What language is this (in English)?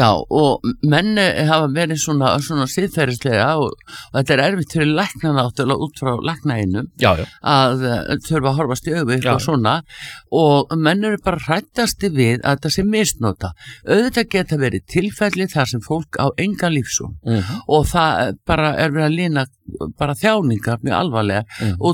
Icelandic